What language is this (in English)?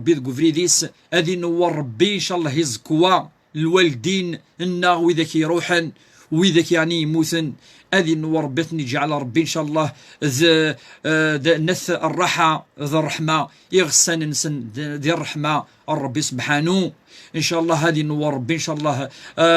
Kabyle